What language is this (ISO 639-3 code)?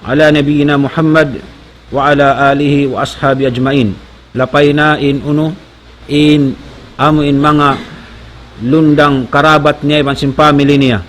tsg